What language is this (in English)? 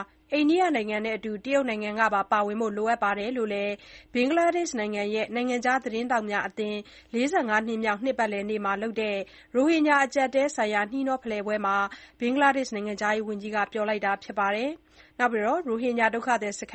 Burmese